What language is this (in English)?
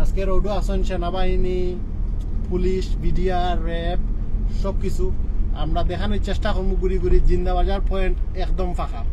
Sylheti